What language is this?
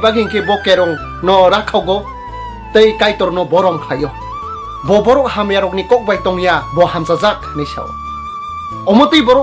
Kok Borok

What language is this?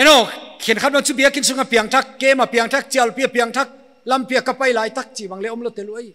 Paite Chin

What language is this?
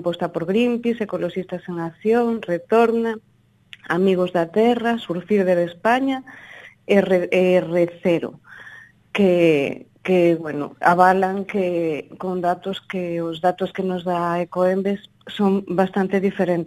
Galician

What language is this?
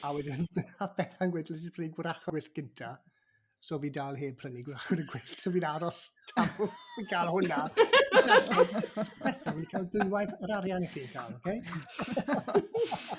Welsh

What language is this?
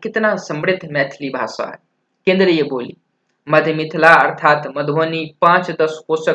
Maithili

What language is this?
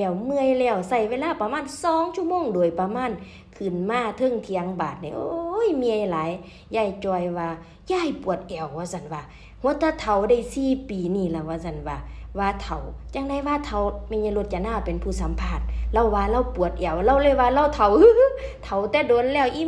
Northeastern Thai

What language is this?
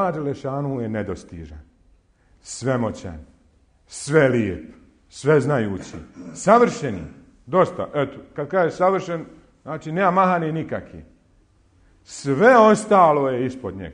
Bosnian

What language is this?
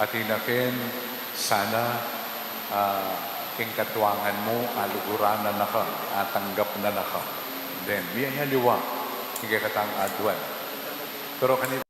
Pampanga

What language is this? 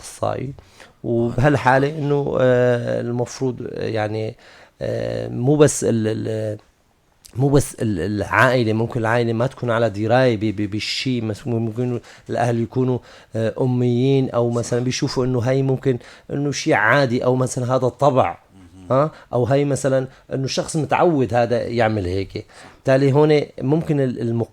North Levantine Arabic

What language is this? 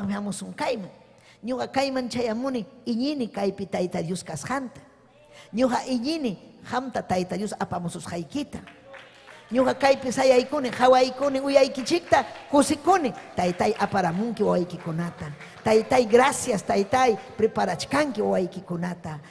Ayacucho Quechua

